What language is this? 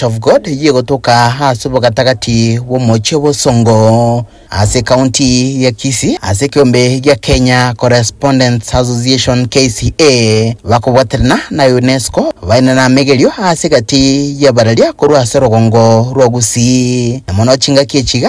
Gusii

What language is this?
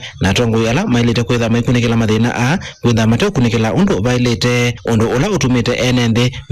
Kamba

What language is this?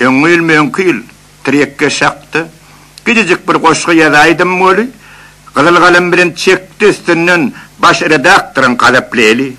Turkmen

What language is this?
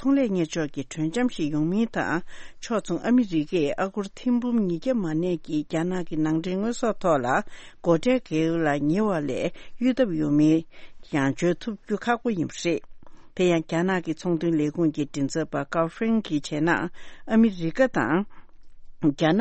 Tibetan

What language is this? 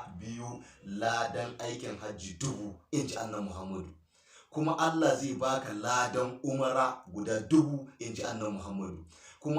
Hausa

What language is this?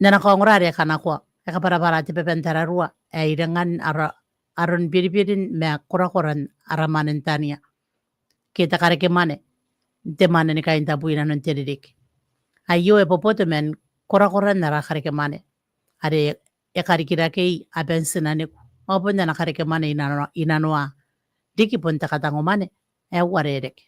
Gilbertese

